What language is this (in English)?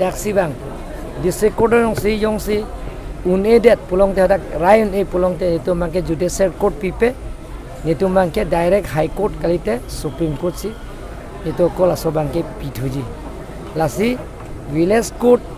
Karbi